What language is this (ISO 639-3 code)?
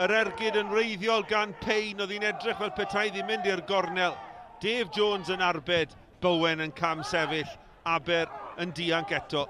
cym